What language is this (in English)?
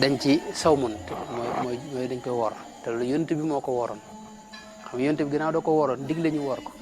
Wolof